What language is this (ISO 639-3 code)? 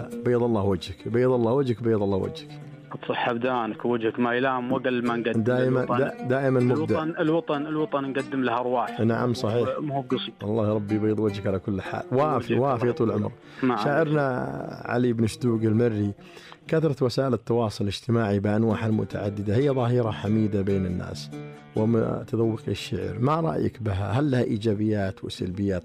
ars